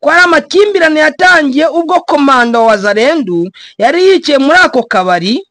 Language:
Kinyarwanda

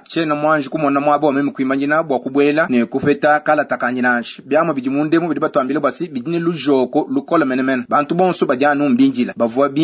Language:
Luba-Lulua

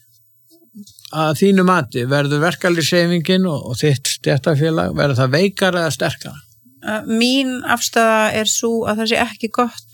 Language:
Icelandic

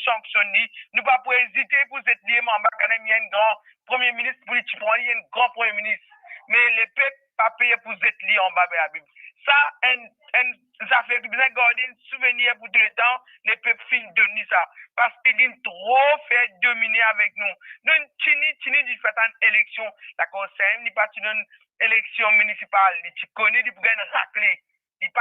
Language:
Morisyen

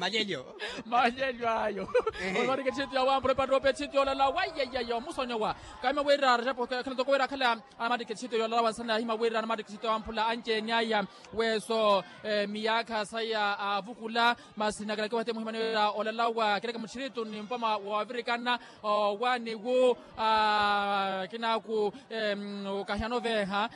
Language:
Makhuwa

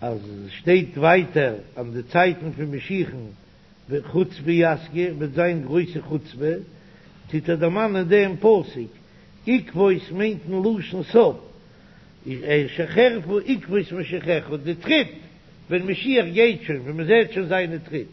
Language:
Yiddish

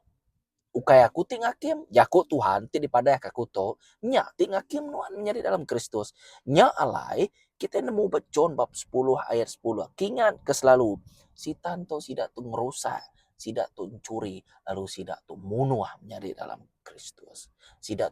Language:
Iban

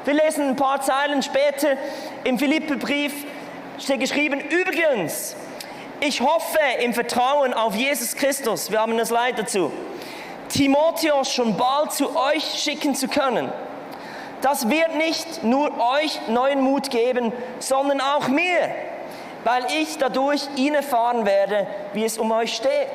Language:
Swiss German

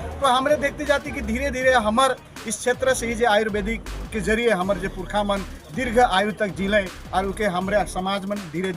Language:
Sadri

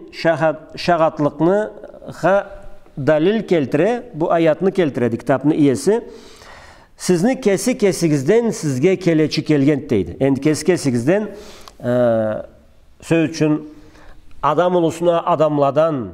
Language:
Karachay-Balkar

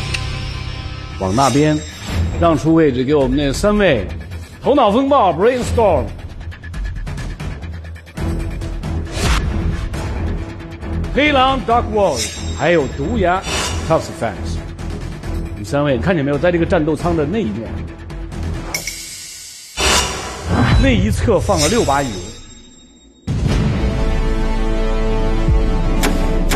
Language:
Chinese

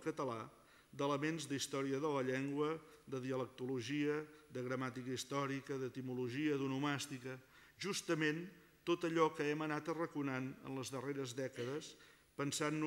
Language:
Catalan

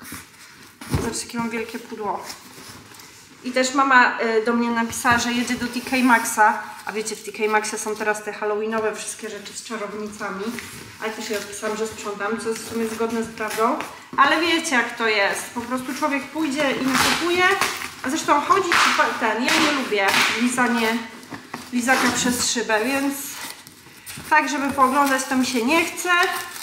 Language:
Polish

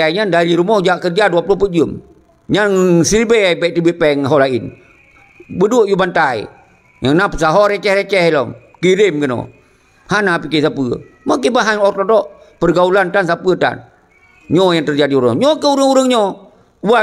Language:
Achinese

